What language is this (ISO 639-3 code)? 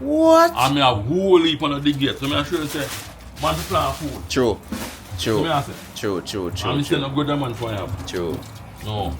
jam